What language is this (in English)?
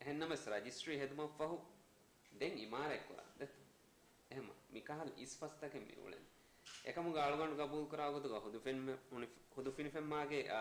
Divehi